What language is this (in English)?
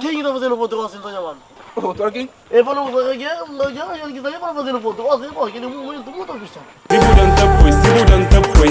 Kabuverdianu